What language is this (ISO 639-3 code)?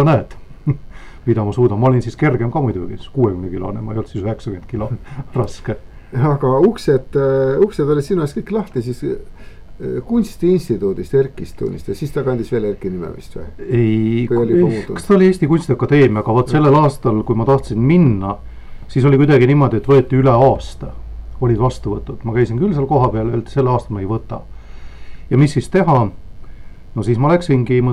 est